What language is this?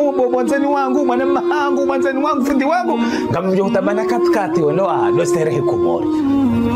Ngazidja Comorian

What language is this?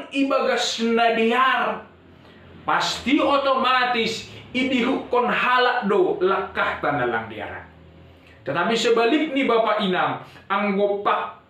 Batak Simalungun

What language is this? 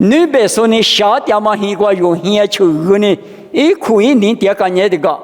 Lisu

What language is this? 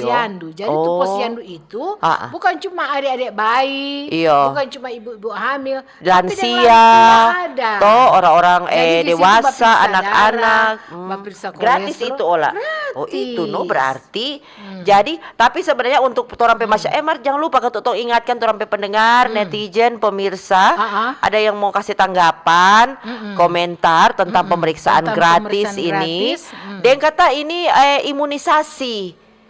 Manado Malay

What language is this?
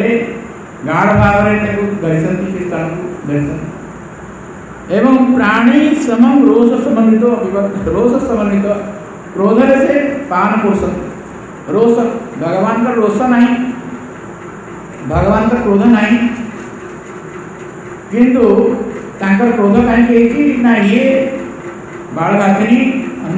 Odia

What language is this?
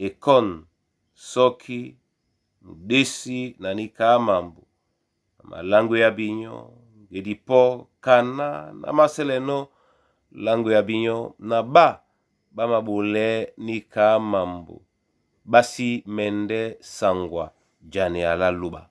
Duala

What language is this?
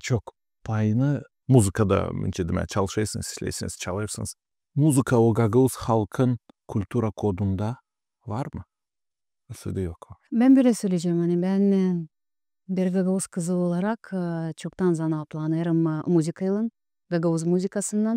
Gagauz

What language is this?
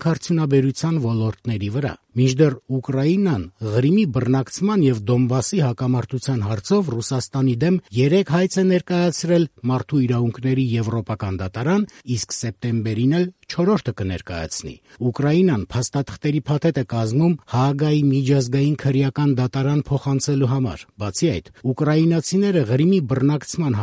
Armenian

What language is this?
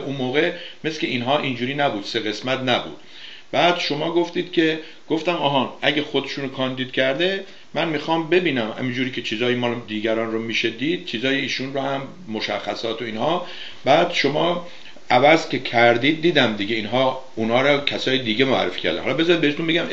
Persian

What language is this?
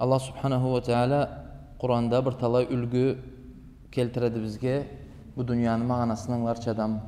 Karachay-Balkar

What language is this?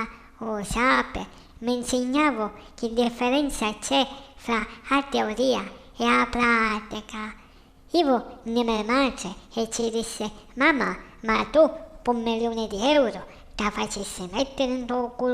Sicilian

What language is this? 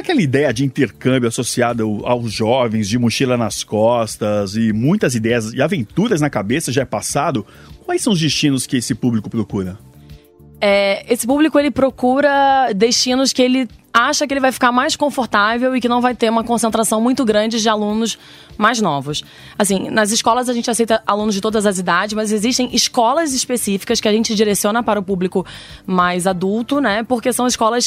Portuguese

